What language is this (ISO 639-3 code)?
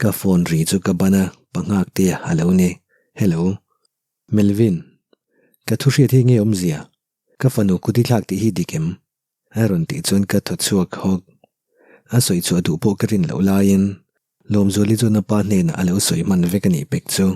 lus